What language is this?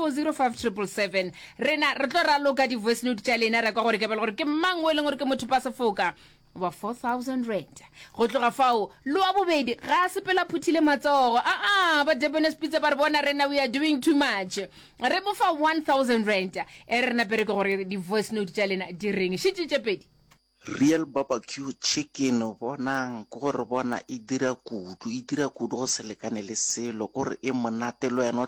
Northern Sotho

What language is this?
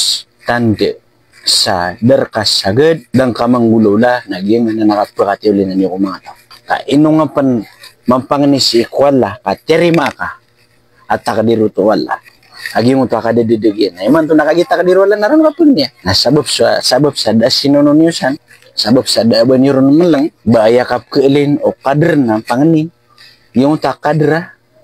Maranao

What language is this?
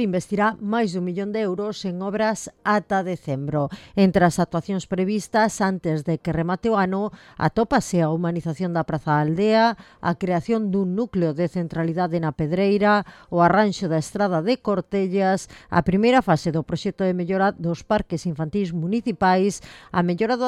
Galician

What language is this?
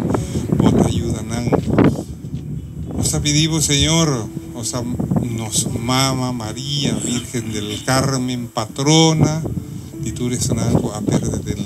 Papiamento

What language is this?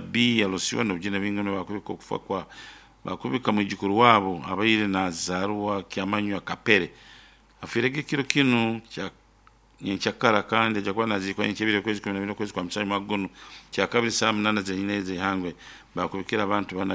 Nyoro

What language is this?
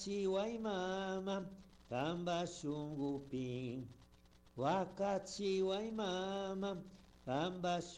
Chimborazo Highland Quichua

